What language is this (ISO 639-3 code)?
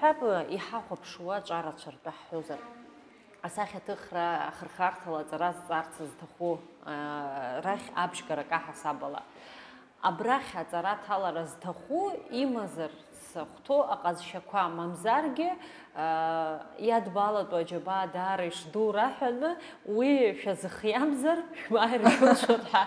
abk